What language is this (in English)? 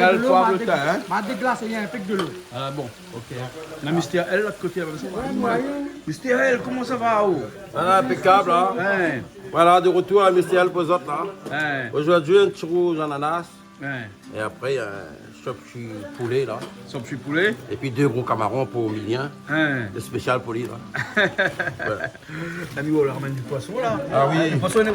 Réunion Creole French